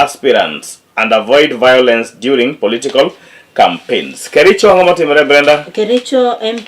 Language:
Luo (Kenya and Tanzania)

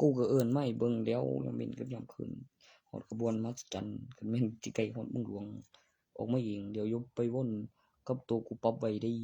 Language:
Northeastern Thai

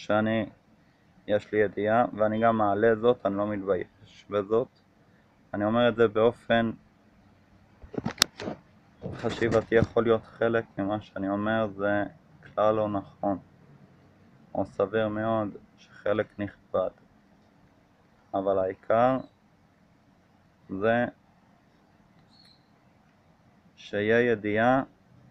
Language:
Hebrew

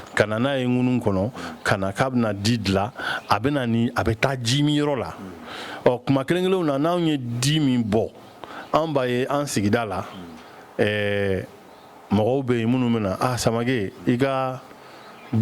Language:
Bambara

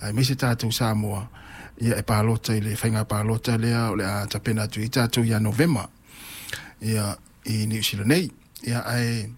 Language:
Samoan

